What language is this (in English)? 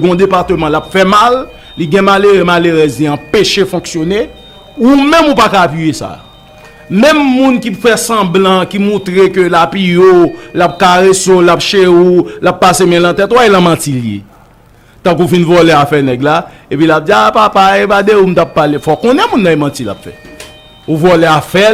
Haitian Creole